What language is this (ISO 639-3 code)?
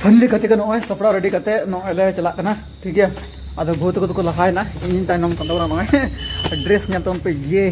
sat